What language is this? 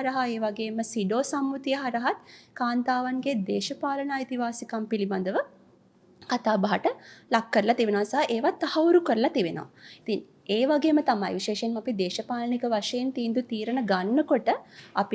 Sinhala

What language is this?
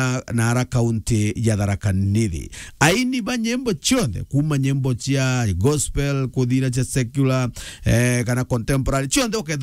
Meru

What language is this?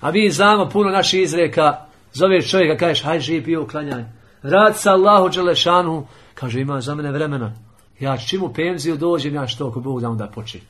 Bosnian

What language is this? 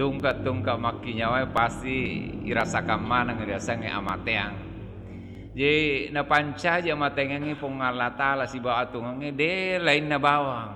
Buginese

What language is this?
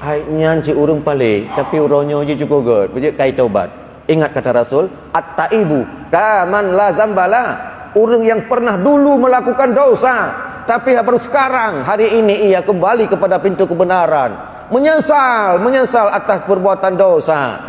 Achinese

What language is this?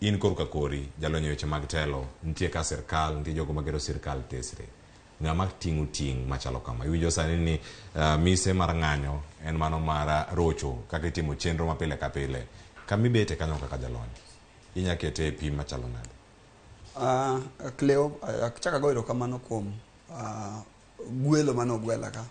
Luo (Kenya and Tanzania)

